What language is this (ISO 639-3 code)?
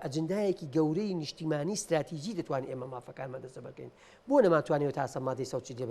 ckb